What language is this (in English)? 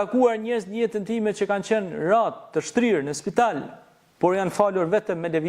Albanian